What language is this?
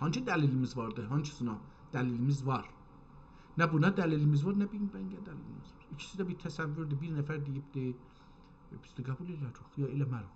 South Azerbaijani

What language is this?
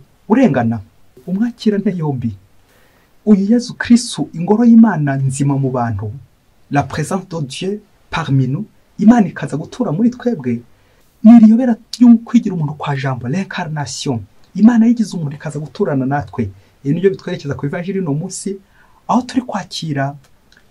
Kinyarwanda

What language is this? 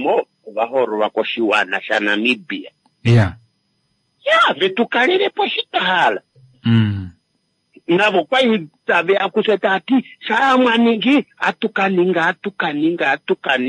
Kuanyama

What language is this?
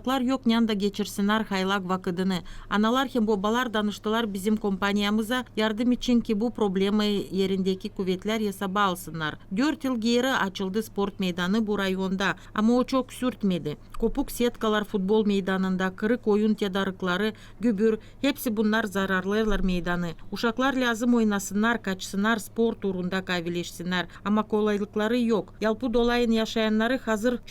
Gagauz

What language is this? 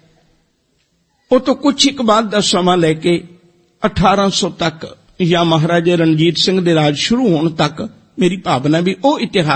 Punjabi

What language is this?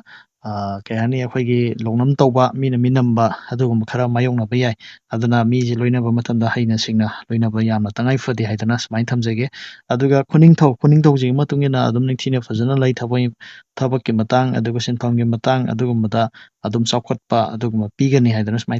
Manipuri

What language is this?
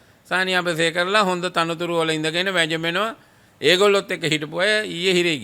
Sinhala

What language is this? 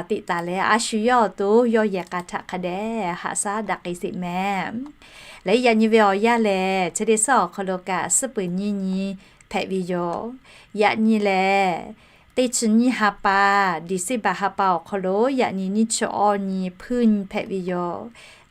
Lahu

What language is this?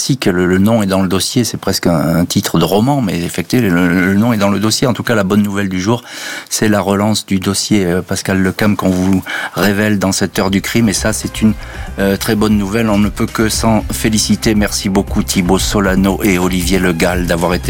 French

